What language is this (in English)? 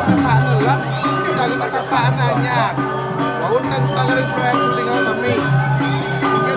Balinese